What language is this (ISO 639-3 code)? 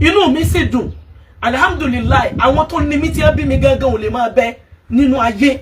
yor